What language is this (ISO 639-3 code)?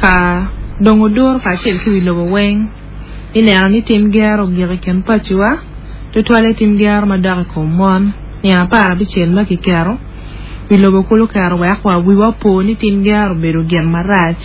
ach